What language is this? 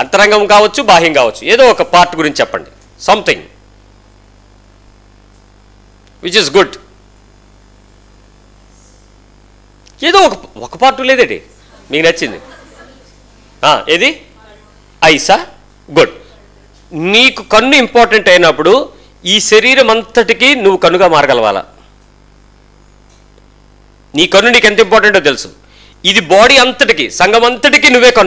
Telugu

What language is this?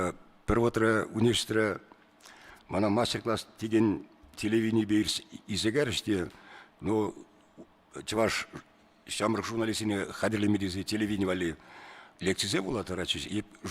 Chuvash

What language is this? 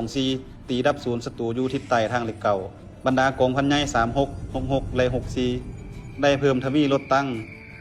Lao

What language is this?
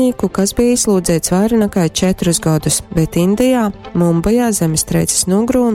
Latgalian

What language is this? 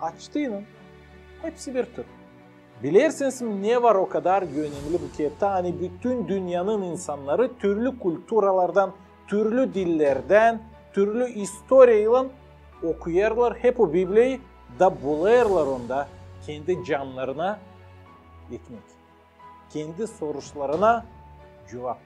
Gagauz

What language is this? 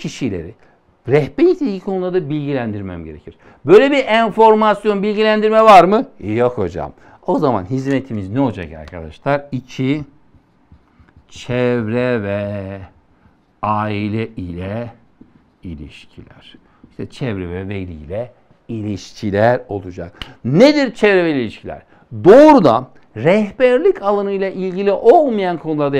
Turkish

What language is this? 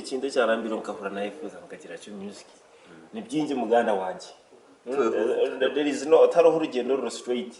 Nyankole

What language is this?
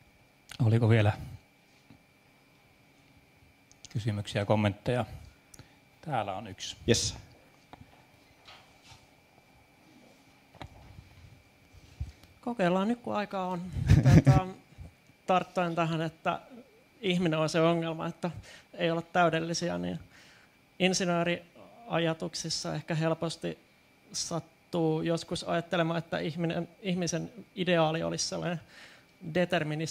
Finnish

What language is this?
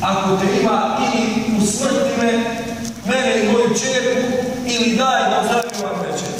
Bosnian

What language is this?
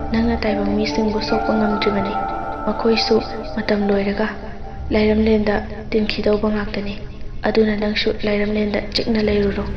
Manipuri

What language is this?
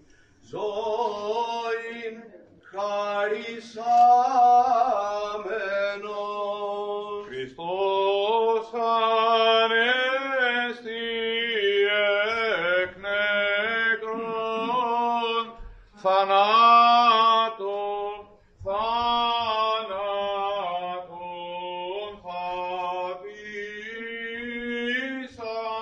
Greek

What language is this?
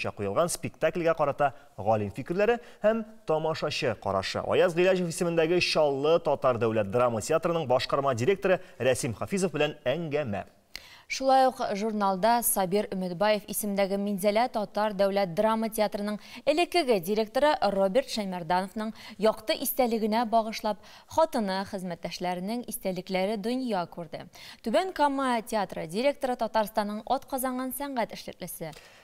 Tatar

